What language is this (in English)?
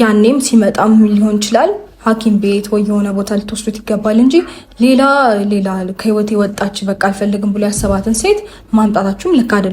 Amharic